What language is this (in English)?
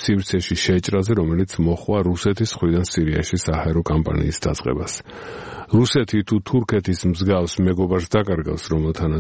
Georgian